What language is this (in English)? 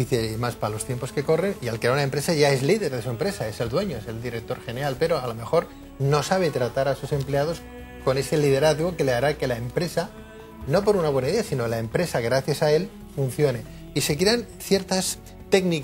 Spanish